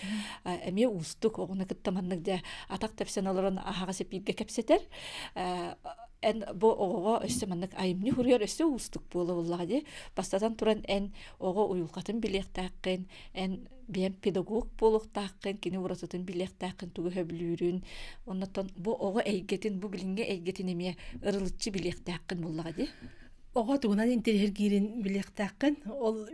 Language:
Yakut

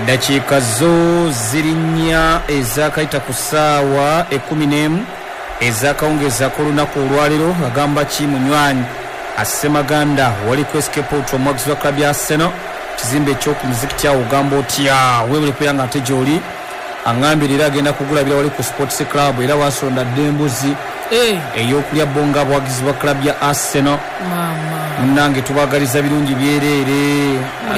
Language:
Ganda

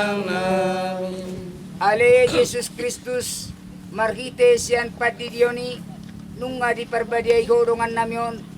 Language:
Batak Toba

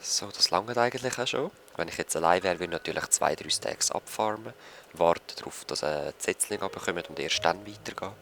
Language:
Swiss German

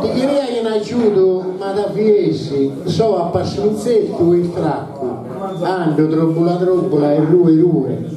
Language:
Sardinian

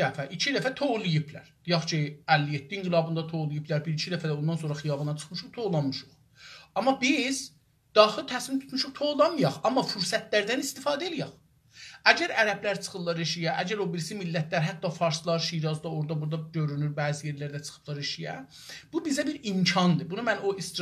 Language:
South Azerbaijani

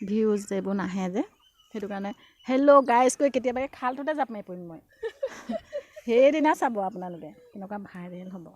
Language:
Assamese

